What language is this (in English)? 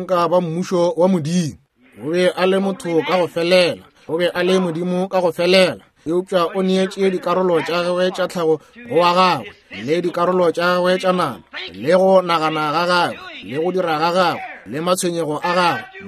Northern Sotho